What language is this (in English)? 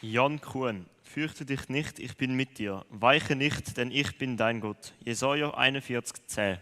Swiss German